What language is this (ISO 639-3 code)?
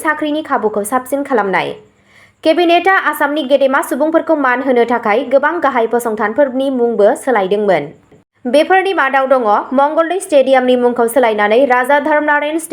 brx